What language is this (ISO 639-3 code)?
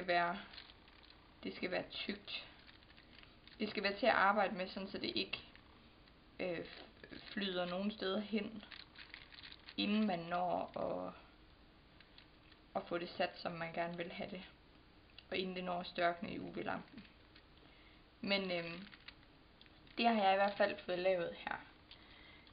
dan